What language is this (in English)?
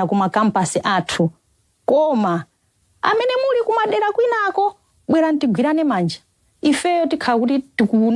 Nyanja